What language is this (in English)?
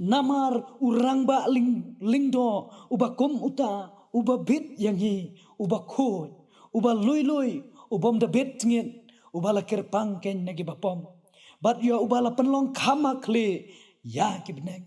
Khasi